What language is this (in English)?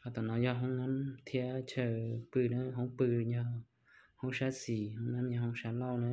Hmong